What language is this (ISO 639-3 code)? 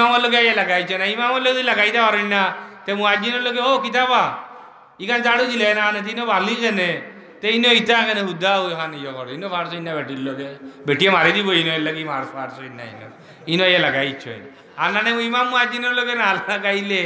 syl